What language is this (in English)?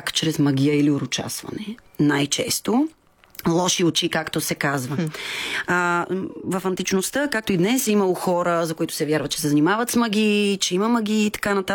Bulgarian